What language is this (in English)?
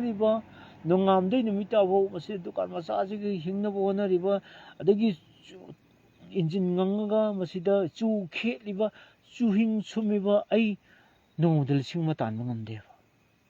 Manipuri